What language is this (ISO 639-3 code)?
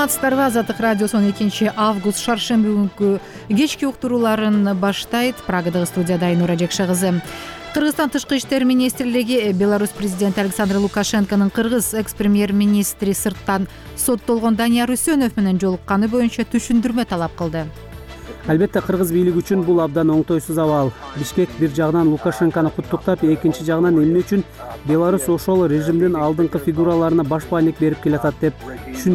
kir